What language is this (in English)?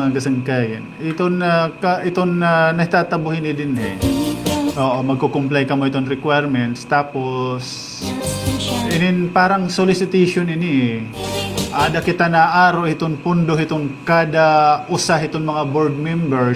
Waray